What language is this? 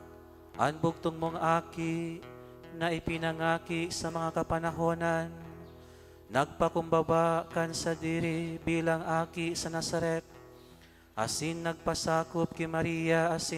Bikol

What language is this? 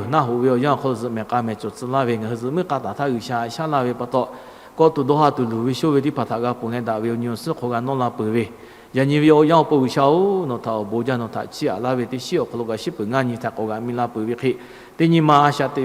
Lahu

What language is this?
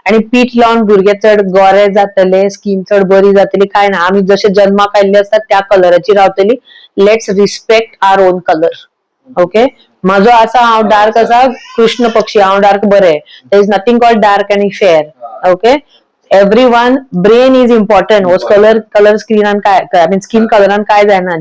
Konkani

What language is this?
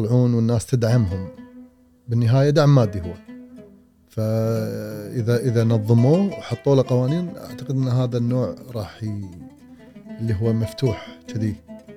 Gulf Arabic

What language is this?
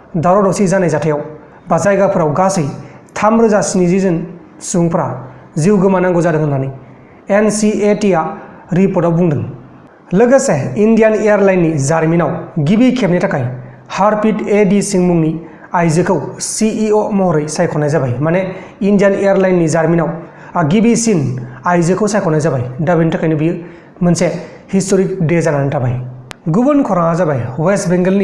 Bodo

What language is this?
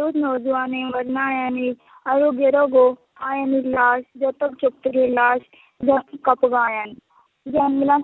Eastern Balochi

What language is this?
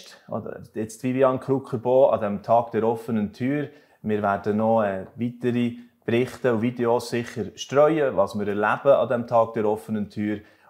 Swiss German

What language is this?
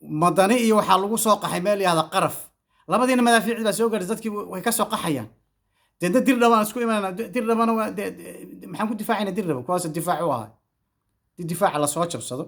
Somali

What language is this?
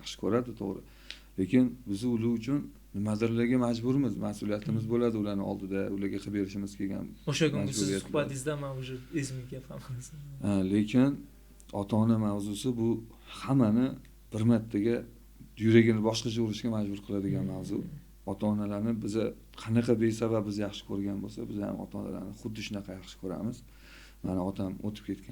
Uzbek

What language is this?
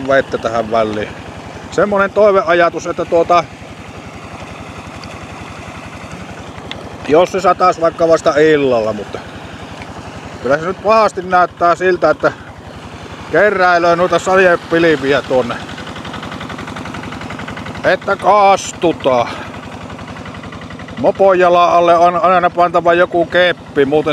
Finnish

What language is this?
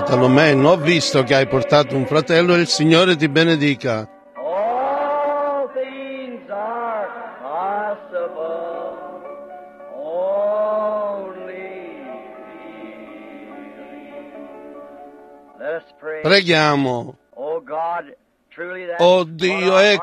Italian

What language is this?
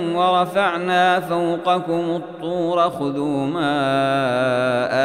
Arabic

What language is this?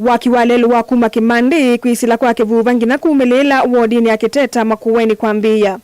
Kamba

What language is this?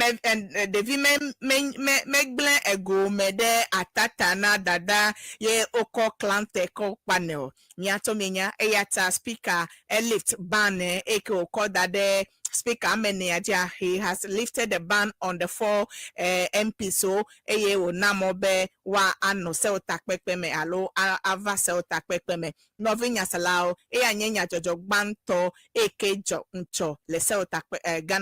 Ewe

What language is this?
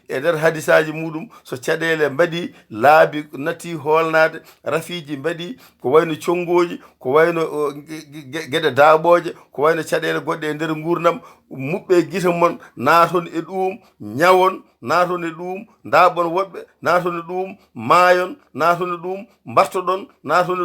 Fula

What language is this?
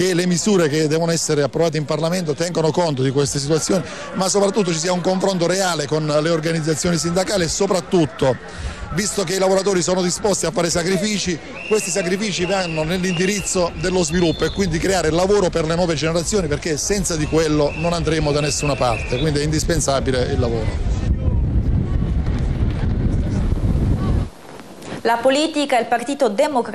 Italian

